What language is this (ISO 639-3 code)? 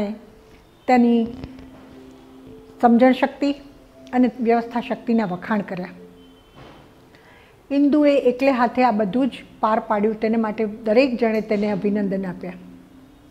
guj